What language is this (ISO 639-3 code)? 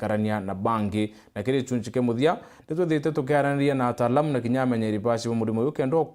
mer